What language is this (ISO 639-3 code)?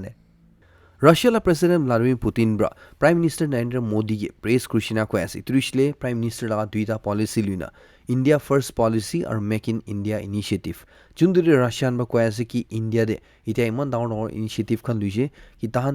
nag